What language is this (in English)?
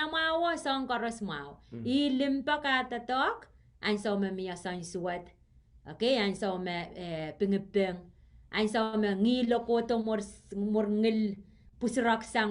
Pohnpeian